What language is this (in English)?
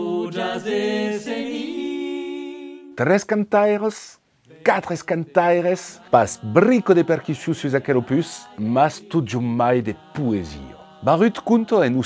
Occitan